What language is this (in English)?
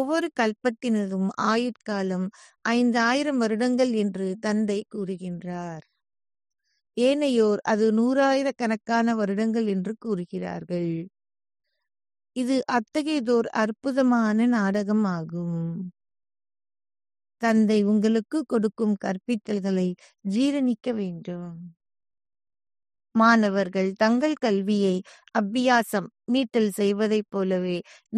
Tamil